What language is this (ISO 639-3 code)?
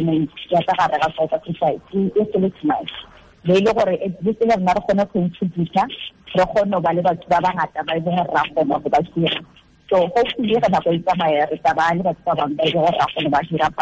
tsn